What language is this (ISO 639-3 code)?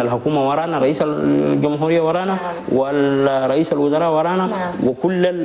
shu